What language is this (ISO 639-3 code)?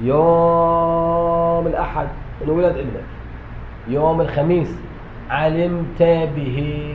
acm